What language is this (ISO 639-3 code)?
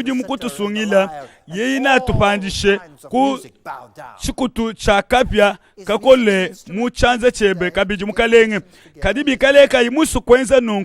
lua